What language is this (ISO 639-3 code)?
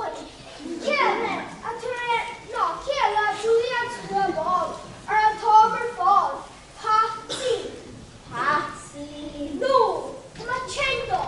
gle